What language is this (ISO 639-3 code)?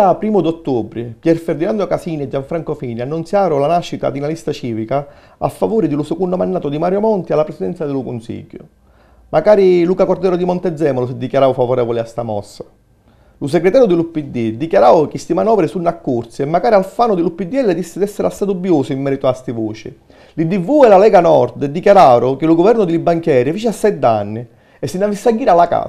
scn